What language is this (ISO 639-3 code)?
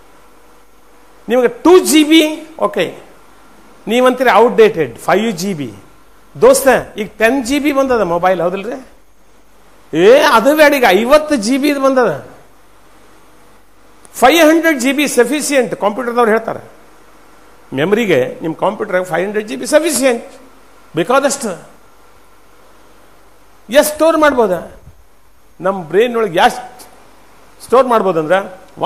kan